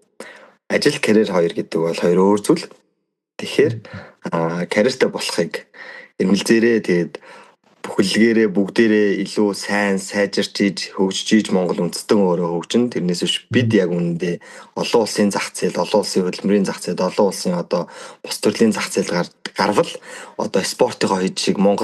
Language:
Mongolian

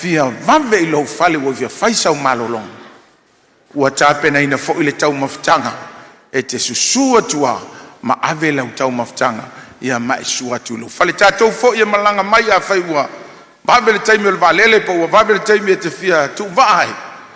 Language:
Samoan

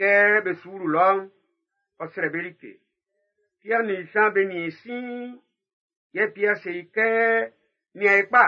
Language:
Baoulé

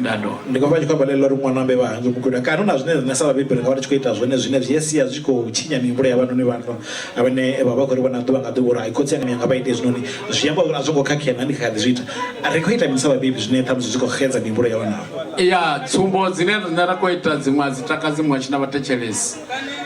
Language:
Venda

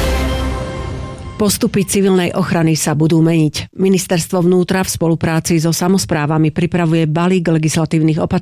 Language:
Slovak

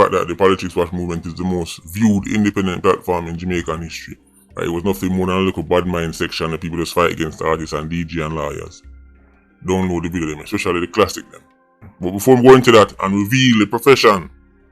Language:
Jamaican Creole English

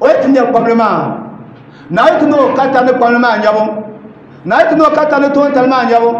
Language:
Dagbani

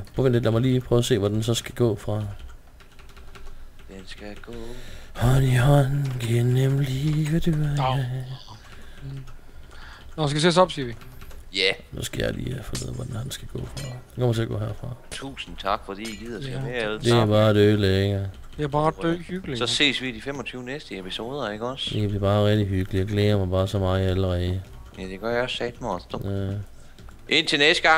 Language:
Danish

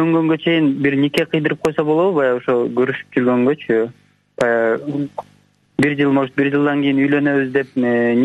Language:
Kyrgyz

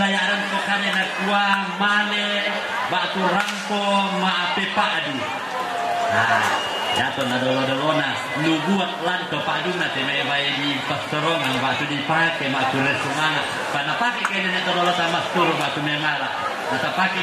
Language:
Toraja-Sa'dan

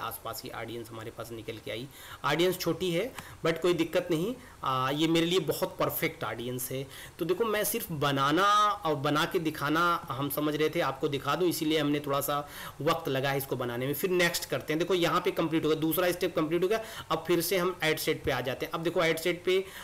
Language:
Hindi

